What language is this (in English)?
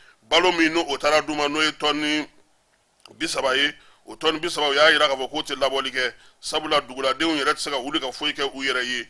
Bambara